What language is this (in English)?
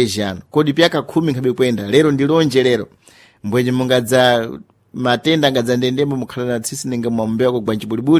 Sena